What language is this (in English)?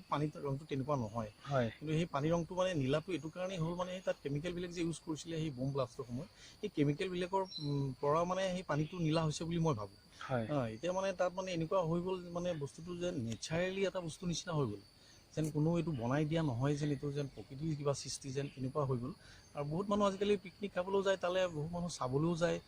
Assamese